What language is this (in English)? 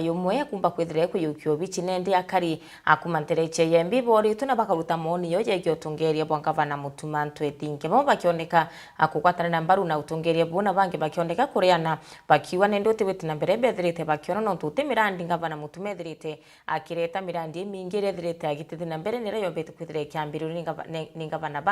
Meru